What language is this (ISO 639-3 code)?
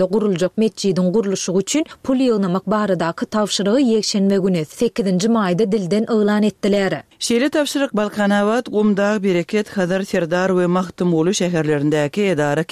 tuk